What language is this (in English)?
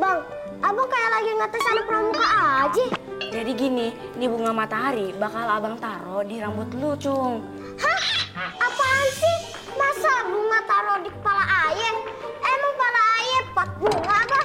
Betawi